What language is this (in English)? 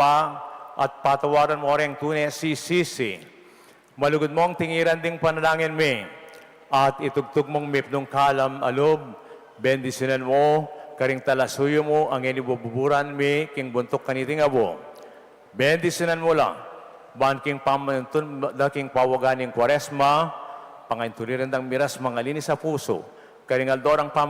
Pampanga